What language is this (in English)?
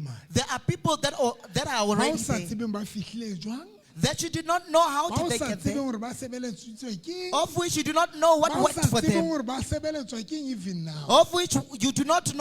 Southern Sotho